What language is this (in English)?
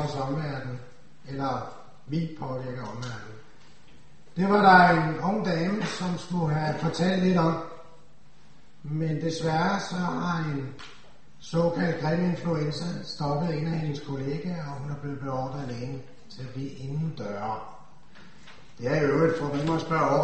Danish